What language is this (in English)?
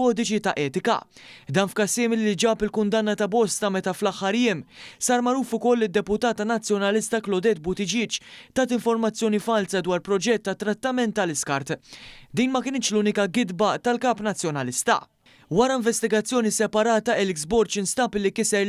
Maltese